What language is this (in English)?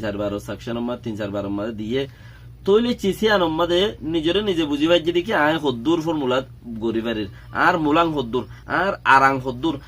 Rohingya